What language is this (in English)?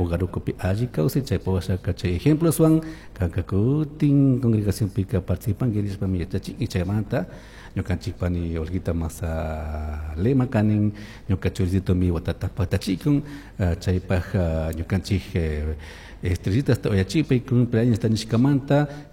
Chimborazo Highland Quichua